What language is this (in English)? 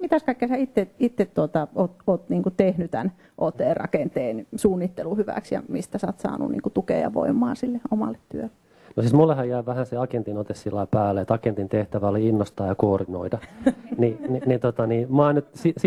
Finnish